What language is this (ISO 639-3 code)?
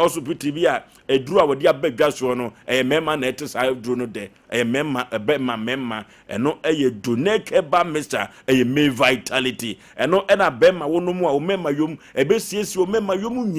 aka